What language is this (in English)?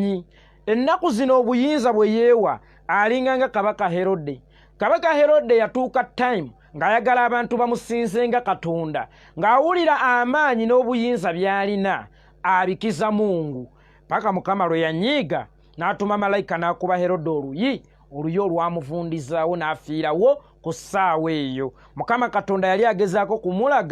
Ganda